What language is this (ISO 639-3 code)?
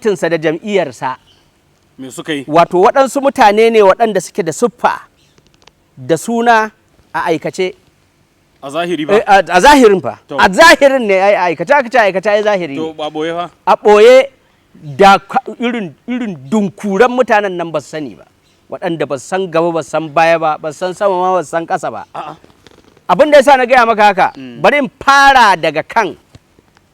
hau